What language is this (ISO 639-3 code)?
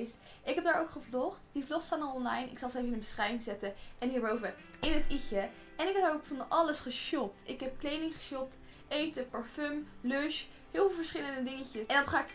nld